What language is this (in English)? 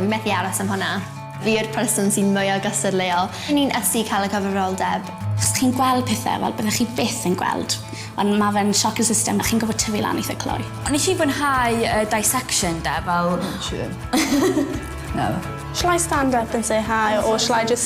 Welsh